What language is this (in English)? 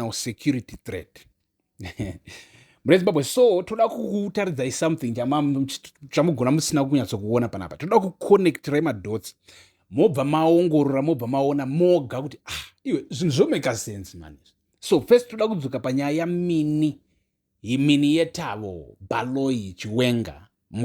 Shona